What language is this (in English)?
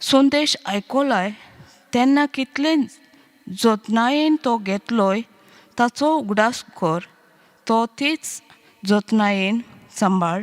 Konkani